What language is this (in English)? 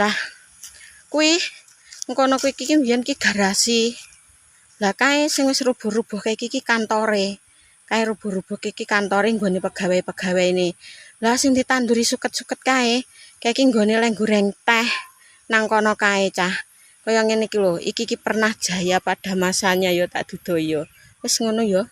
Javanese